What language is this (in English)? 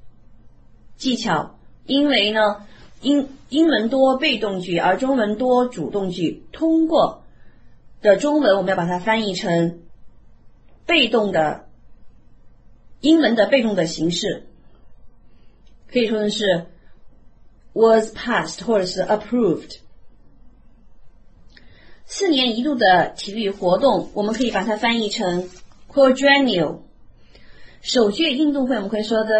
Chinese